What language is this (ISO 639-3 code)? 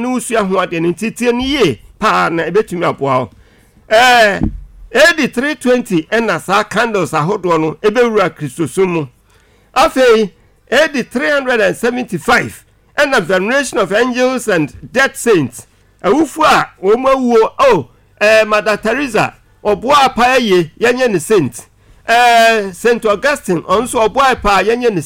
aka